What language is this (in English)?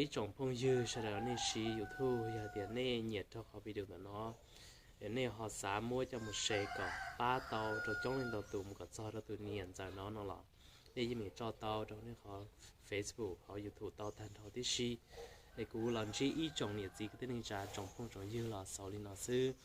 Hmong